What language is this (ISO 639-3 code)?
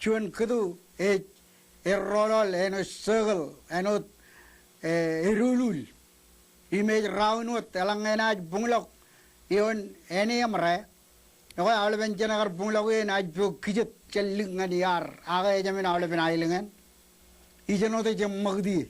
mah